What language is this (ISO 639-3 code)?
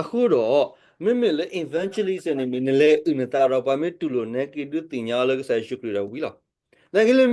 ksw